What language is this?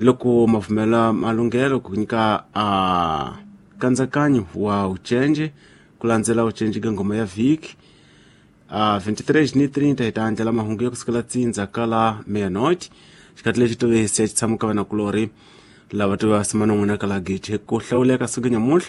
Tsonga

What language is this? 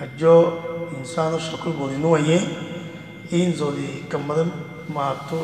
Rohingya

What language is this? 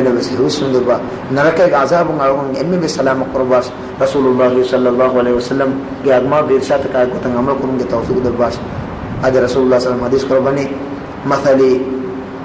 Divehi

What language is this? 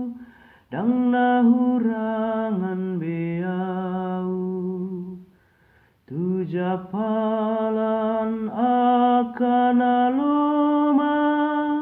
Batak Toba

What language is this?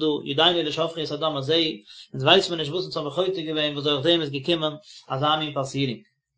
Yiddish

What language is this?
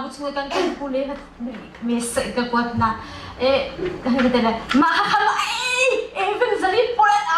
Hakha Chin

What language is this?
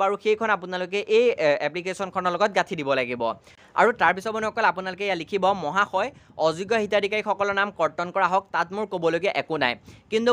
Assamese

